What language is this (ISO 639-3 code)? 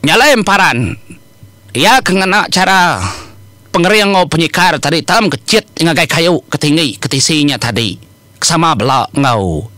iba